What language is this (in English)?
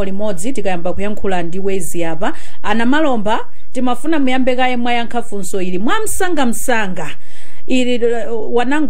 Nyanja